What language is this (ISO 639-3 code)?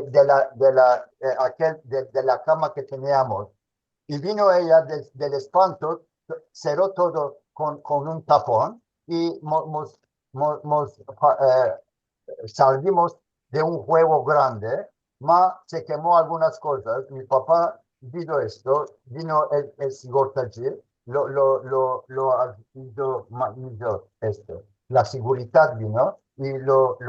lad